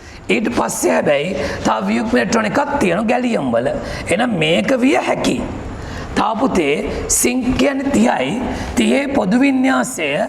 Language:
Sinhala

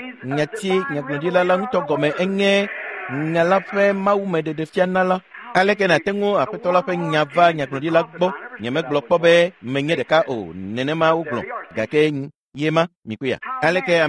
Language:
Ewe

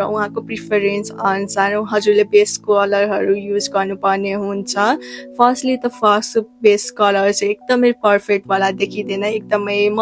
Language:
Nepali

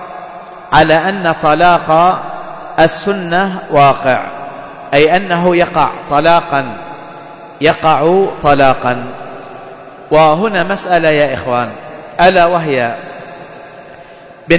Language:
Arabic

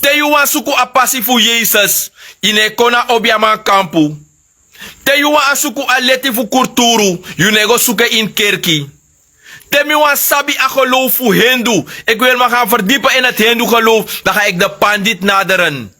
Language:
Sranan Tongo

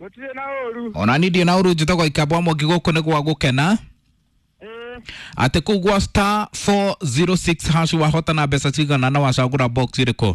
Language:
Kikuyu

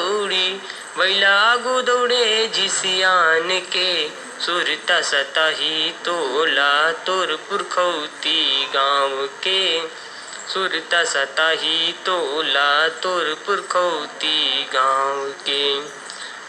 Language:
Chhattisgarhi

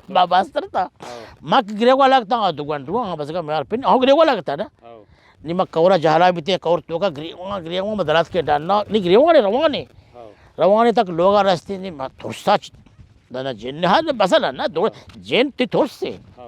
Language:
Baluchi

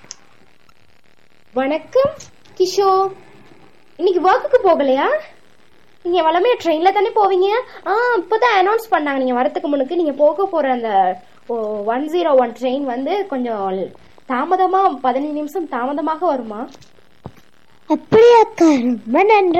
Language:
Tamil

